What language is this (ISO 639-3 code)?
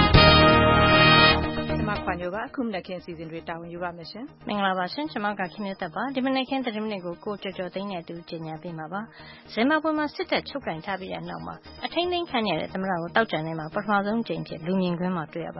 mya